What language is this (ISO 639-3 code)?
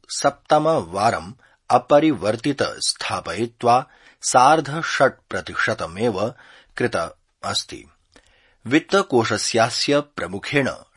san